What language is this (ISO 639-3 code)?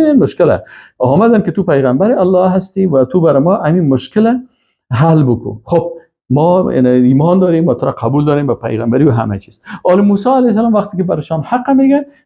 fas